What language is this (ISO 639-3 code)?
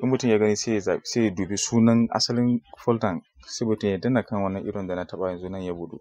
hau